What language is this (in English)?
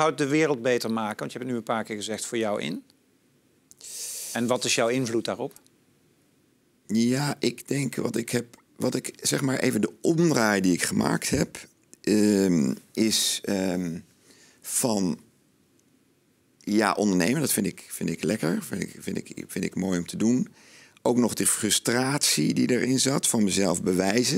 Dutch